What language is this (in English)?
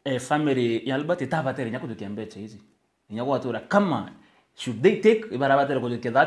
Meru